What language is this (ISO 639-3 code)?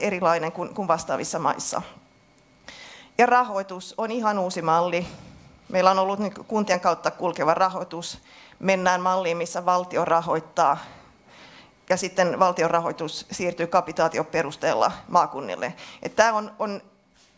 fin